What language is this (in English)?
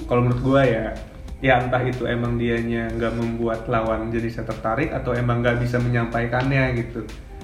Indonesian